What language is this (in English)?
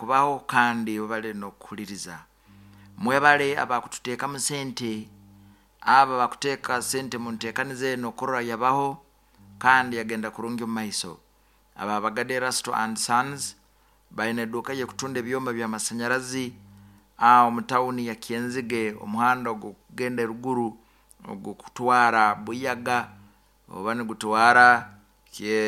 Nyoro